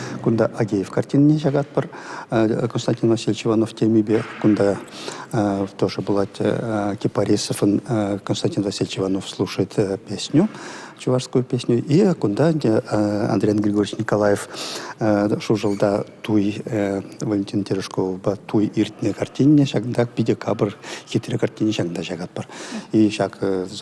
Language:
Chuvash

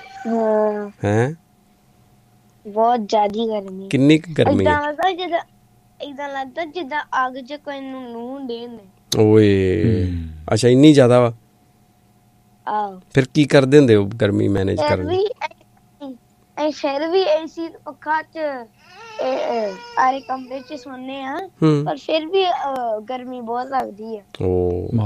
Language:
Punjabi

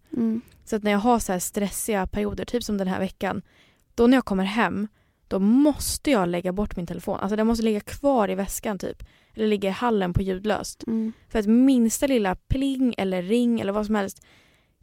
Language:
Swedish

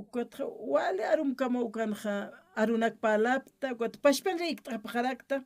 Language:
Aymara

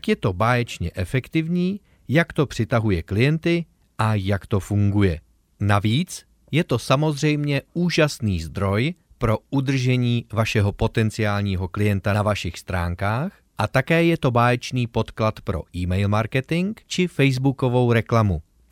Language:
Czech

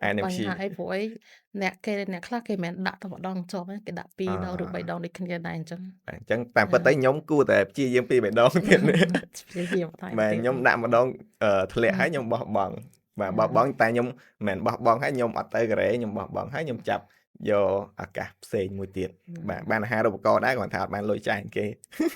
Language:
Khmer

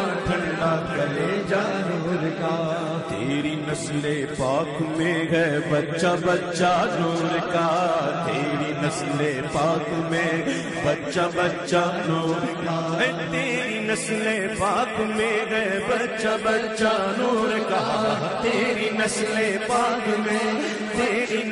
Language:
Urdu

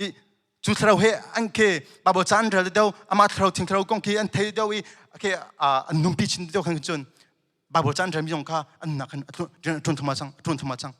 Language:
Hakha Chin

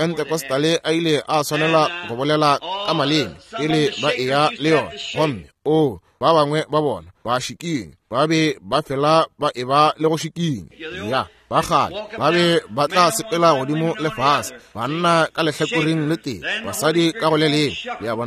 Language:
Northern Sotho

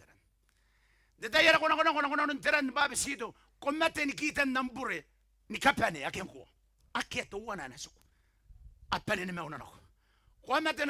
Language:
Gilbertese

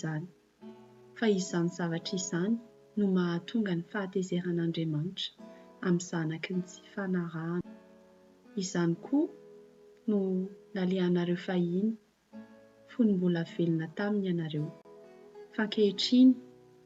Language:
Malagasy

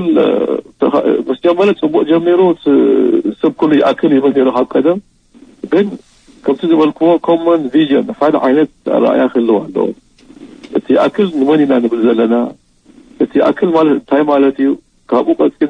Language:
Tigrinya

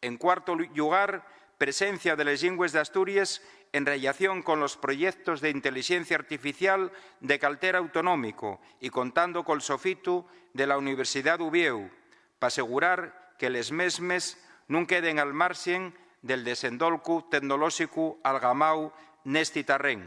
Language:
Asturian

